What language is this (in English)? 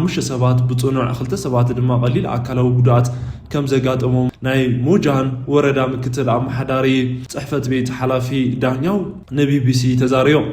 Tigrinya